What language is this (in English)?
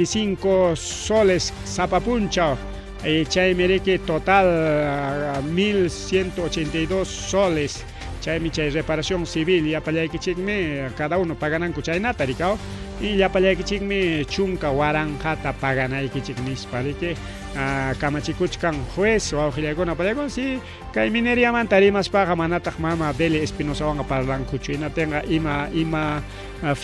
Ayacucho Quechua